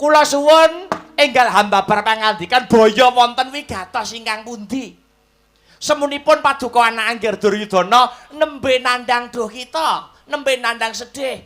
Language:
Javanese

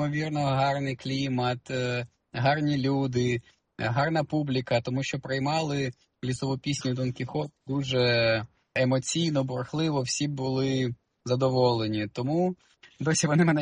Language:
Ukrainian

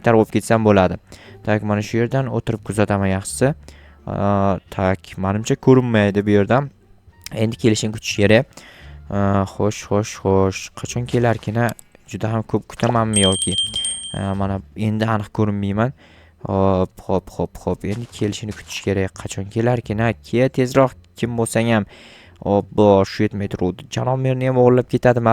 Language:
Uzbek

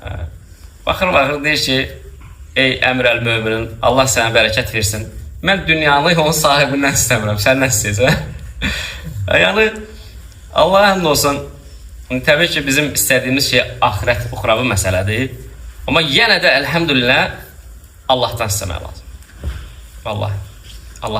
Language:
Azerbaijani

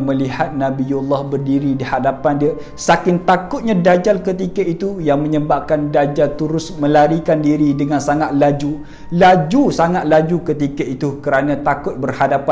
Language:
Malay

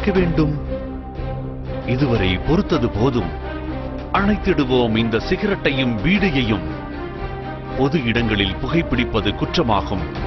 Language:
Tamil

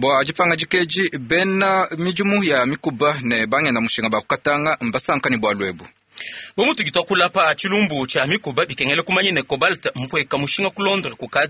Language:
Luba-Lulua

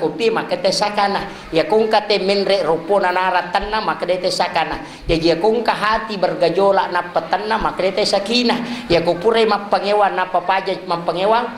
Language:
Buginese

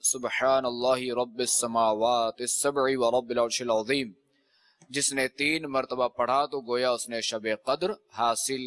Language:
Urdu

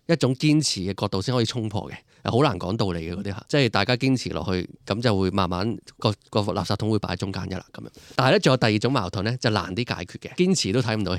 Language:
Cantonese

